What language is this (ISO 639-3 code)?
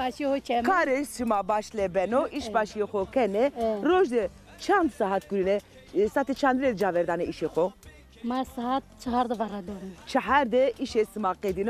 zza